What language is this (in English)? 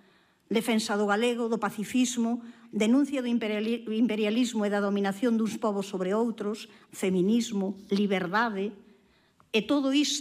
Galician